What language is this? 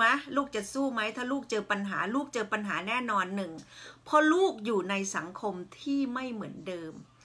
Thai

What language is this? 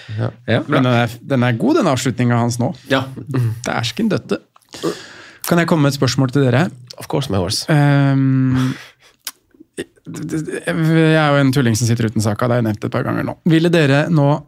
Norwegian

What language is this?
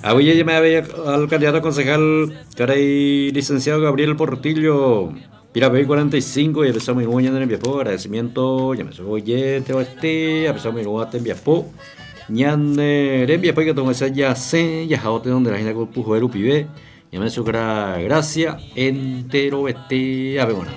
Guarani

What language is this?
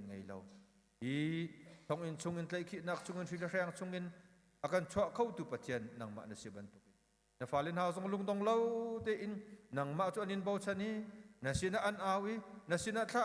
Hakha Chin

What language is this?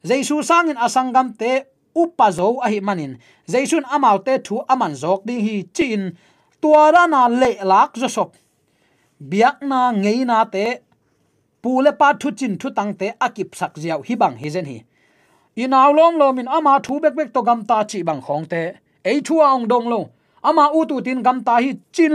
Tedim Chin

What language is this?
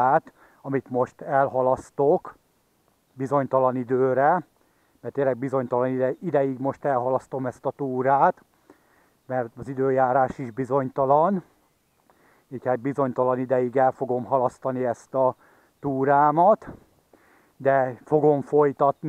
Hungarian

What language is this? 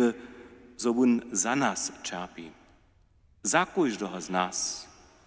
Upper Sorbian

